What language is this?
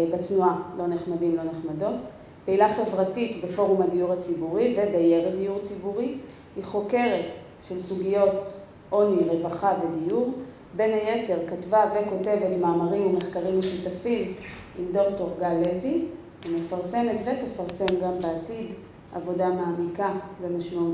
Hebrew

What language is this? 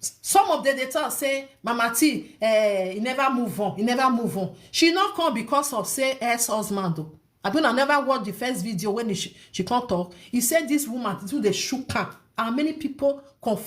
Nigerian Pidgin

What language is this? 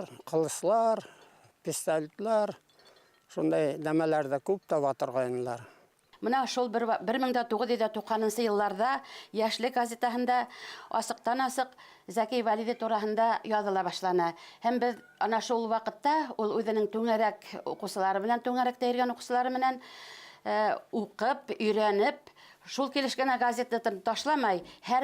Bashkir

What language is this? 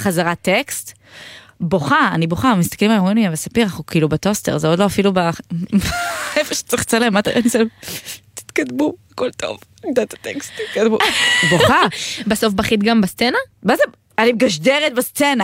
Hebrew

